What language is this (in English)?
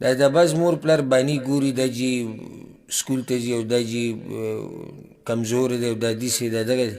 Pashto